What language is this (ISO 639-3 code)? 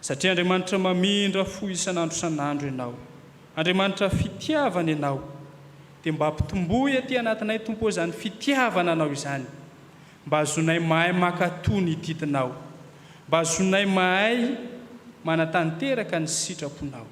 mlg